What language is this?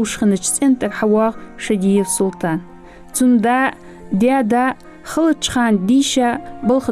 Ingush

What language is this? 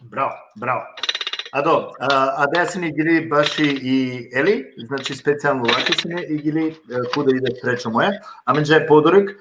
Balkan Romani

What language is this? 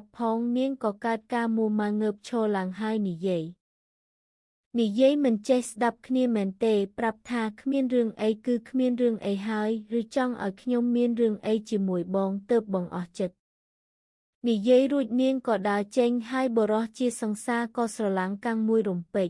Khmer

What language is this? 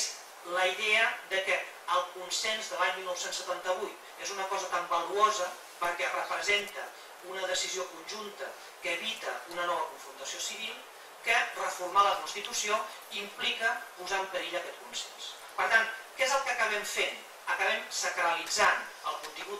Catalan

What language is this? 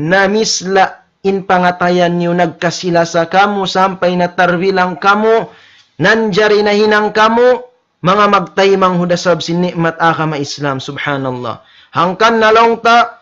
Tausug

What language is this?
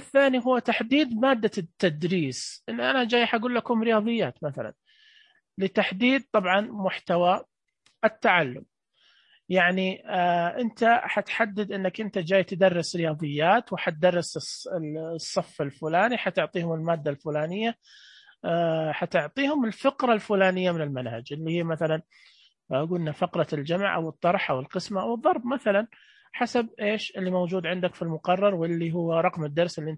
Najdi Arabic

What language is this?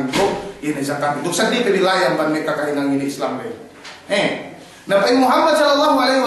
Yakan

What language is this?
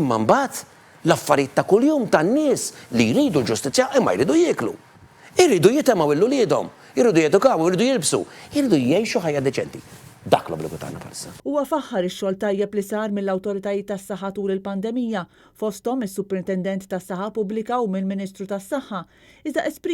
Maltese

